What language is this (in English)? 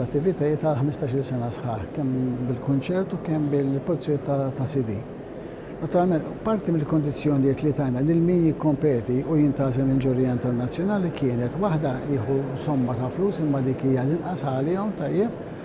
Maltese